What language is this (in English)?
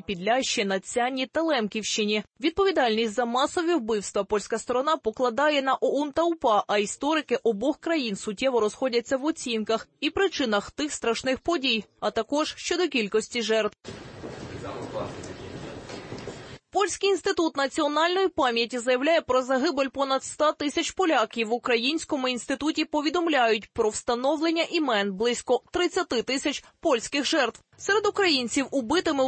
Ukrainian